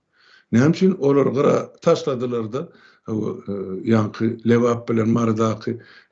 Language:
Turkmen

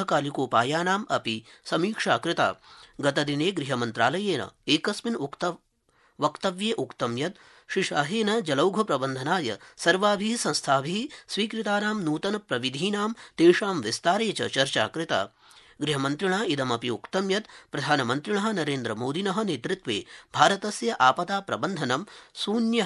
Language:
Sanskrit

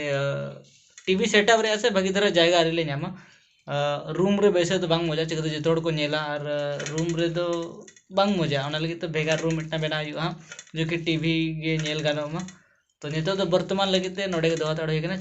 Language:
Santali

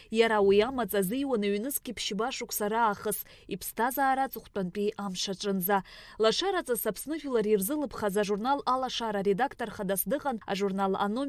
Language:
Abkhazian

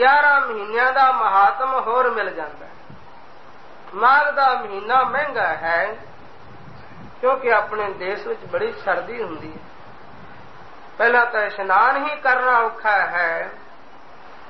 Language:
Punjabi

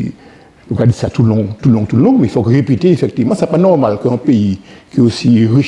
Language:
Guadeloupean Creole French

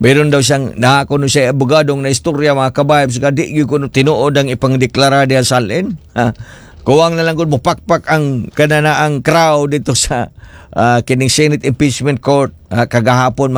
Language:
Cebuano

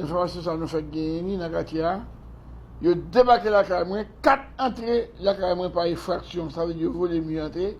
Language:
Haitian Creole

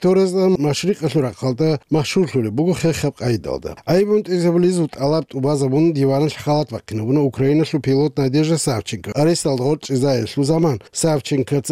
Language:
Avaric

